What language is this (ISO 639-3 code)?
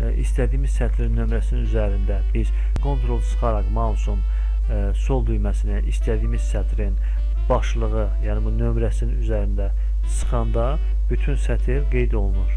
aze